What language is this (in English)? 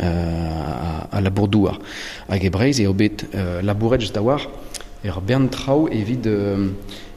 Breton